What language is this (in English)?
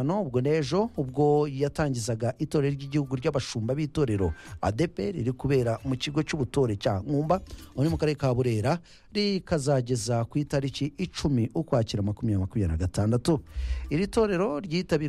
Kinyarwanda